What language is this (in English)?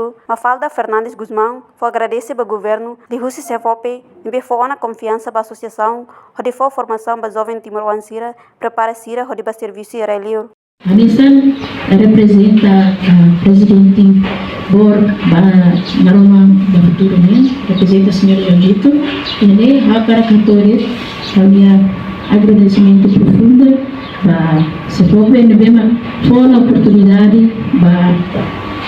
Tetum